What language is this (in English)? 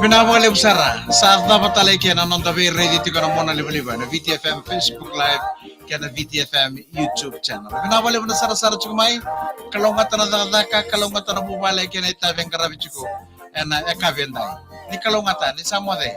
Fijian